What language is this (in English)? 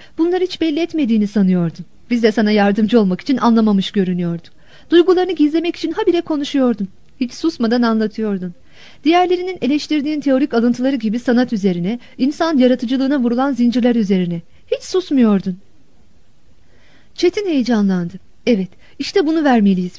Turkish